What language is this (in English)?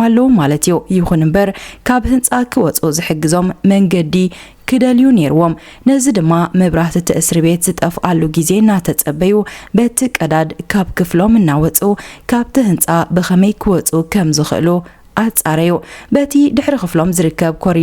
Tigrinya